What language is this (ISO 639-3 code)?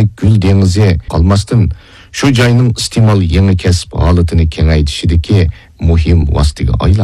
uig